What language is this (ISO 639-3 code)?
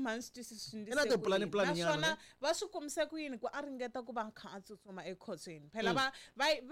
tso